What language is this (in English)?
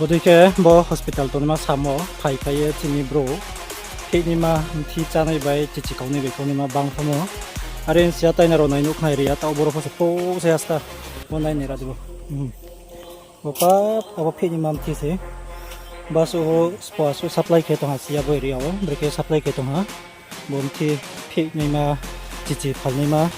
Riang (India)